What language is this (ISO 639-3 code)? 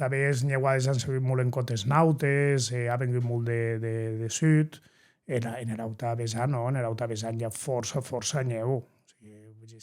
oci